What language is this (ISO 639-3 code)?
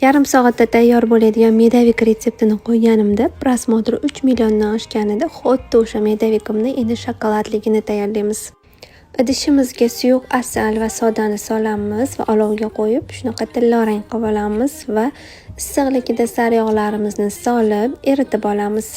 uzb